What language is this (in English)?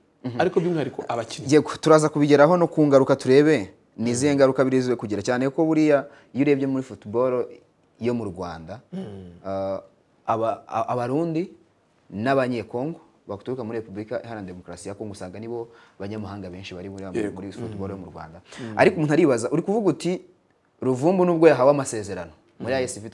Kinyarwanda